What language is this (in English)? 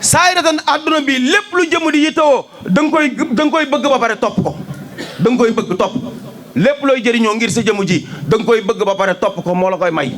Wolof